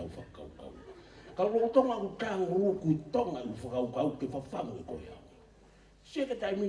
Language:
Tongan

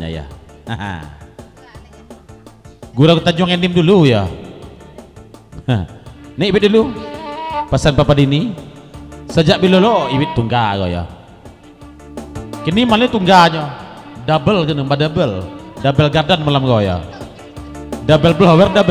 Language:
Malay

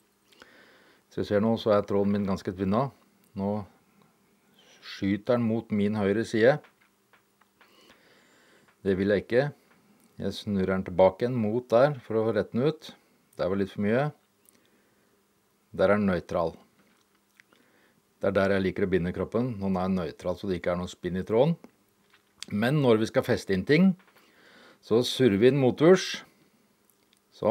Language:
Norwegian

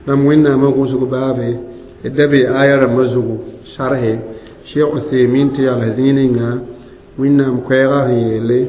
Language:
Mossi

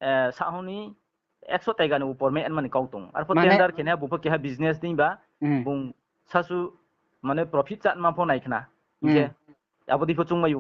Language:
Riang (India)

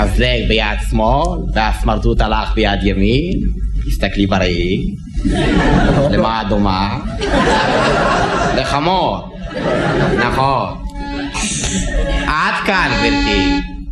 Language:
Hebrew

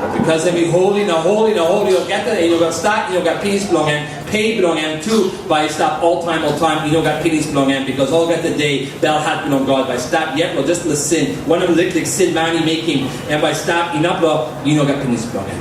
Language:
Tok Pisin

